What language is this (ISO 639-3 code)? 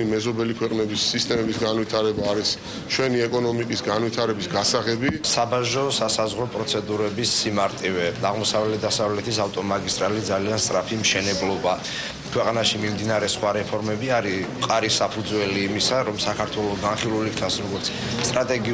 kat